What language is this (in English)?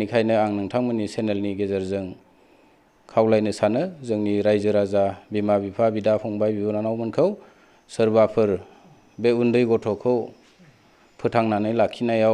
Bodo